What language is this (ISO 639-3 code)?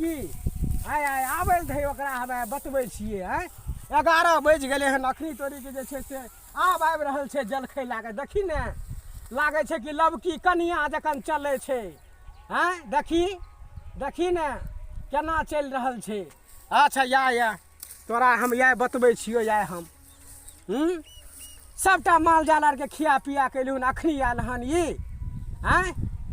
mai